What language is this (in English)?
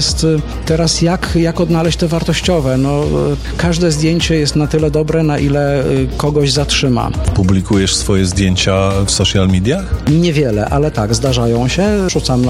Polish